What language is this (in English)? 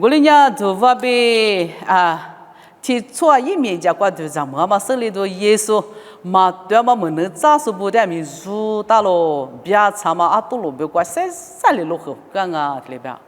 Lisu